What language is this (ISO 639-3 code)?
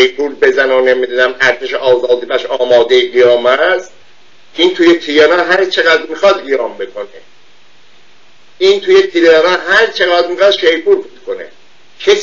fas